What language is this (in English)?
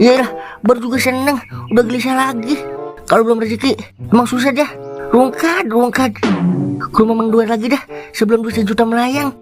Betawi